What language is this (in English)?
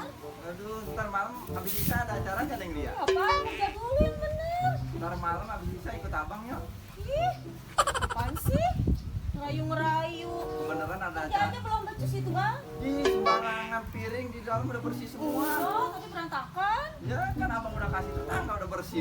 Betawi